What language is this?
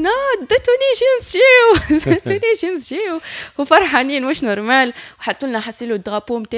Tunisian Arabic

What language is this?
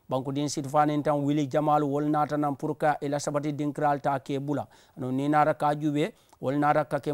Mandingo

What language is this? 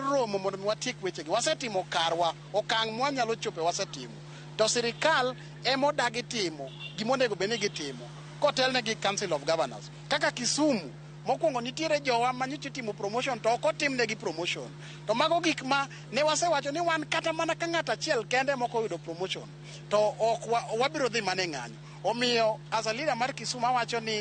Luo (Kenya and Tanzania)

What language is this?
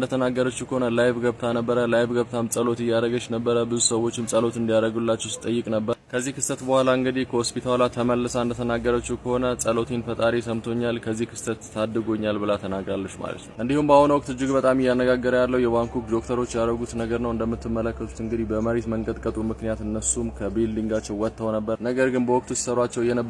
Amharic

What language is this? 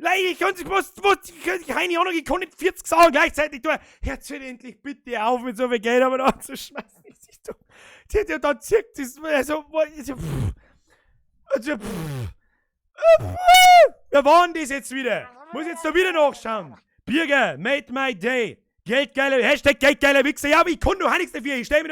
Bavarian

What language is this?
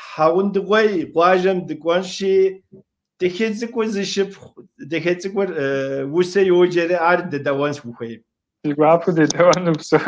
Kabardian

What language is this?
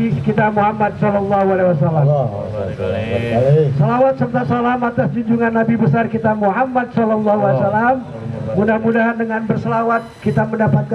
Betawi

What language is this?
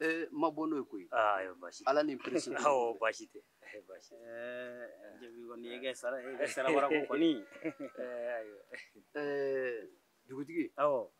Bambara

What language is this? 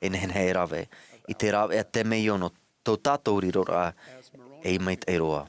Tahitian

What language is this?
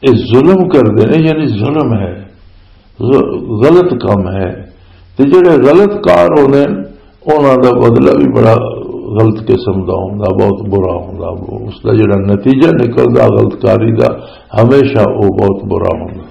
Western Panjabi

